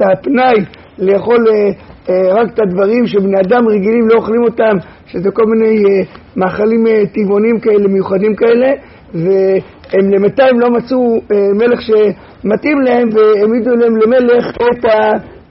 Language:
Hebrew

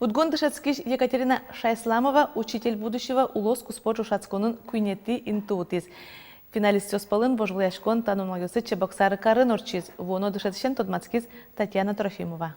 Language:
Udmurt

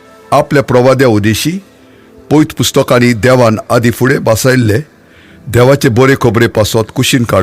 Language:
Konkani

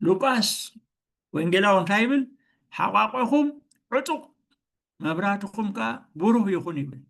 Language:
Tigrinya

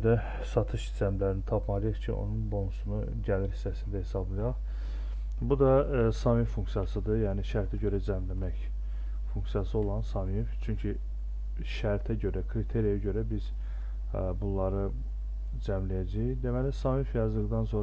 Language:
Azerbaijani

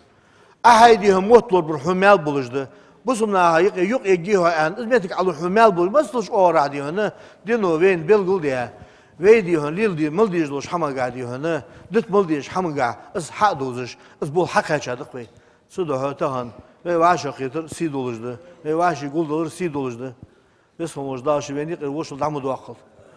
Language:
Ingush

